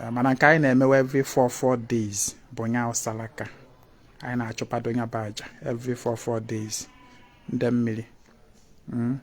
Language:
Igbo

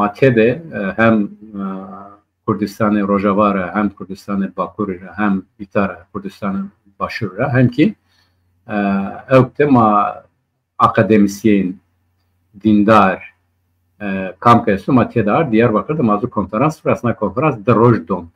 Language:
Zaza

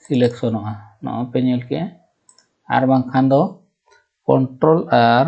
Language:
Santali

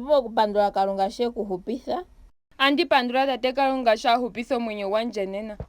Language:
Ndonga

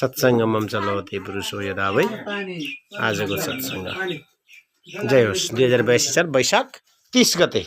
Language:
Nepali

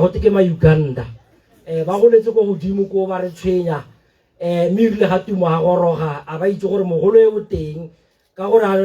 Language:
Tswana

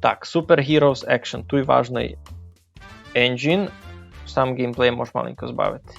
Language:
Rusyn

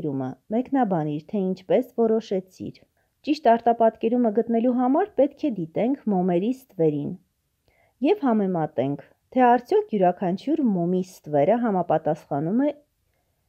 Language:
Armenian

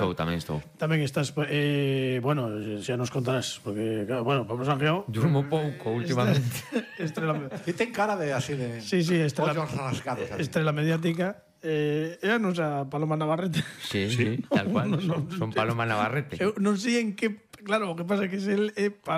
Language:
Galician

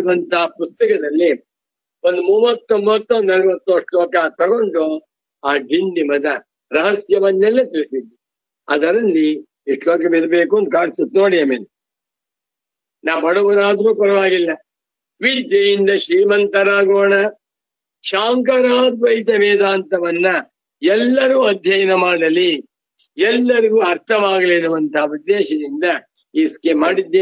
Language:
Kannada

